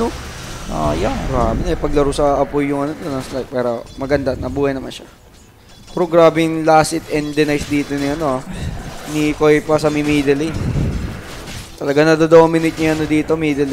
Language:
Filipino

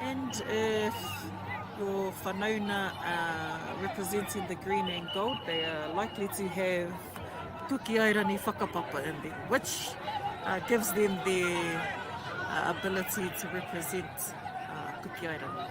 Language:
Māori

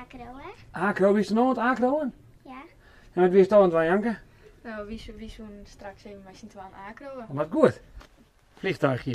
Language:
Western Frisian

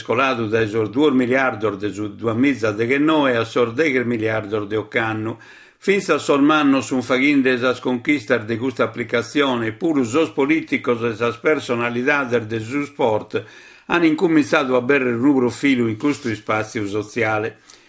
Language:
Sardinian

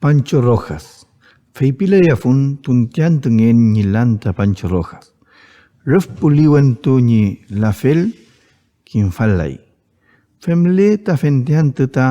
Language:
Mapuche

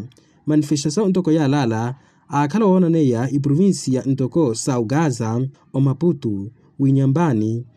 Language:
Makhuwa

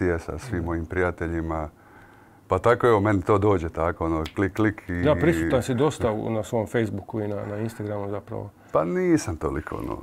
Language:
Croatian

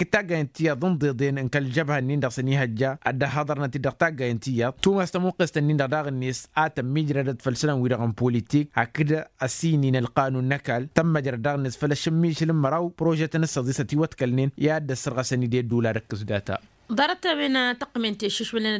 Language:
Tamasheq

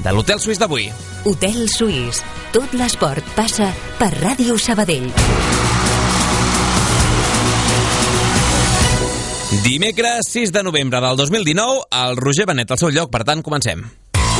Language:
Catalan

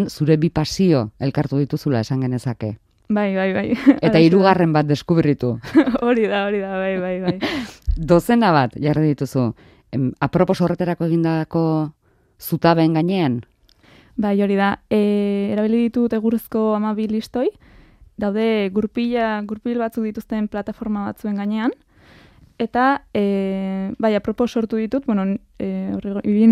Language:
Basque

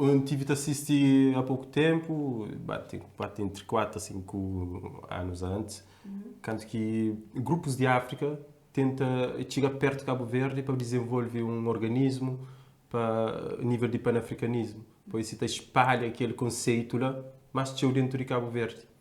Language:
Kabuverdianu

